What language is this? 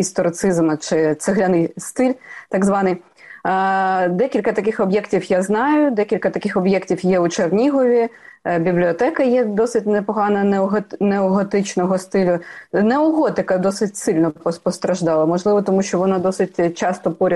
Ukrainian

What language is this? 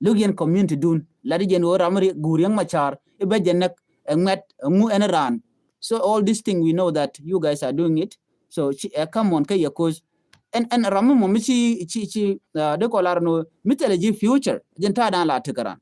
Nuer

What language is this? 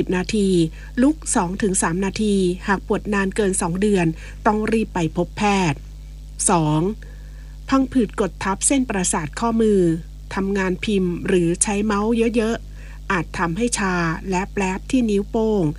Thai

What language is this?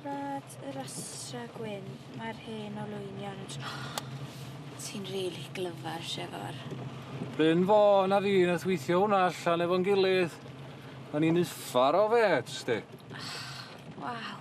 Welsh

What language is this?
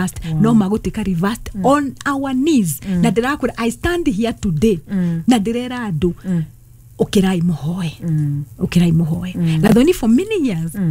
Kikuyu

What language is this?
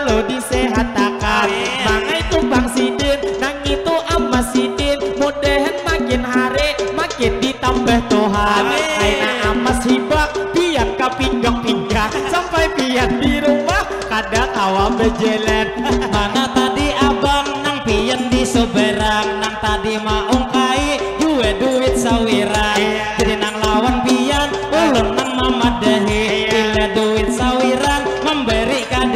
Banjar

